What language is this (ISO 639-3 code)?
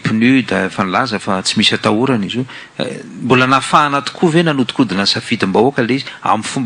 mlg